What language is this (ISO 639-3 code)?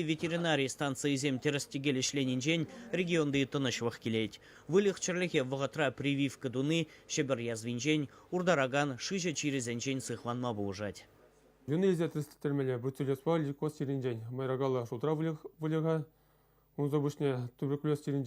chv